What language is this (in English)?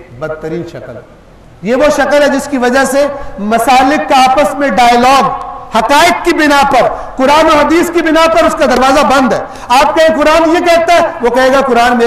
Urdu